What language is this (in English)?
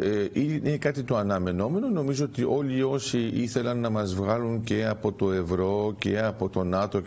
Greek